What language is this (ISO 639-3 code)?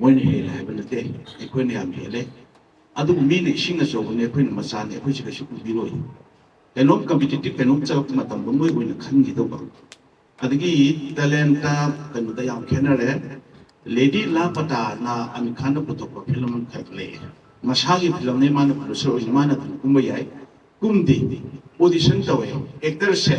mni